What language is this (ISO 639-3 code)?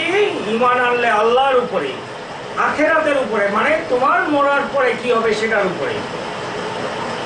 ben